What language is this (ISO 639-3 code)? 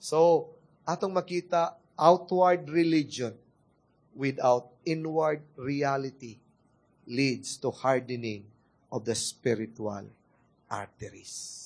ceb